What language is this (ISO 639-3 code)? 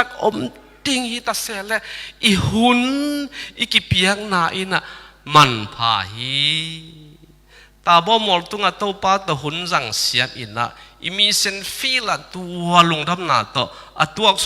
ctd